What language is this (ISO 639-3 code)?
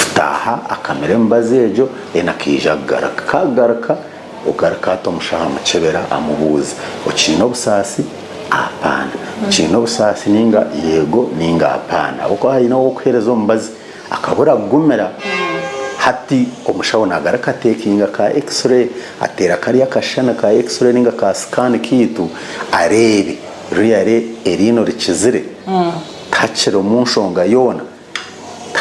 nyn